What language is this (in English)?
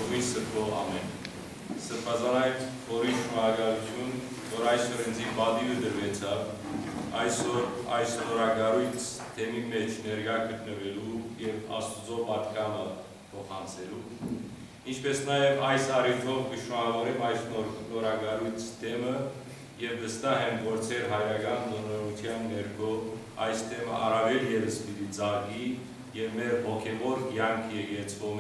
Western Armenian